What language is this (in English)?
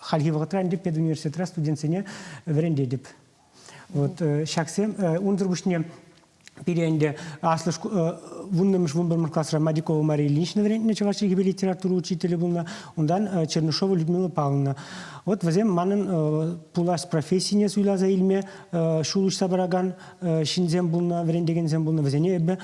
Chuvash